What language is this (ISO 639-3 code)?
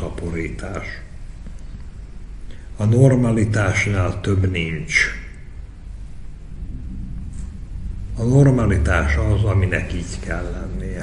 hun